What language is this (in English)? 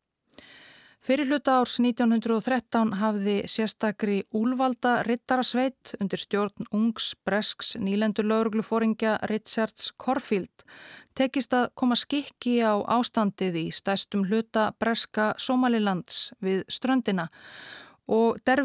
Icelandic